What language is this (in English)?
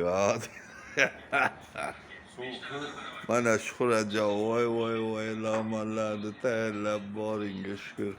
Uzbek